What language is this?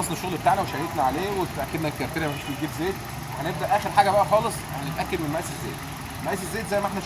Egyptian Arabic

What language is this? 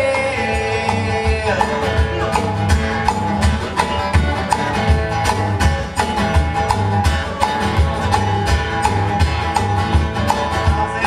Russian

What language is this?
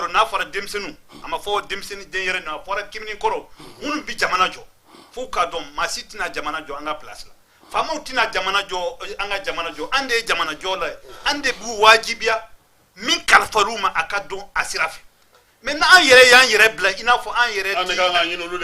Bambara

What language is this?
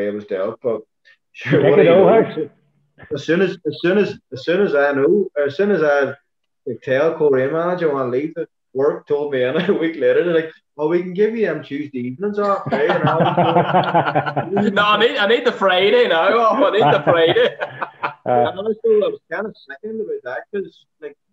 English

